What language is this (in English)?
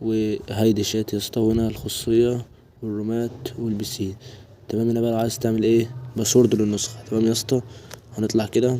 Egyptian Arabic